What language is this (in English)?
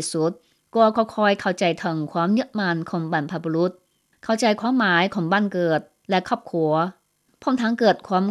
Lao